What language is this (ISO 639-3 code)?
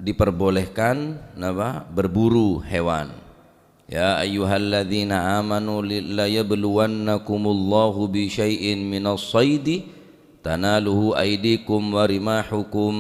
mad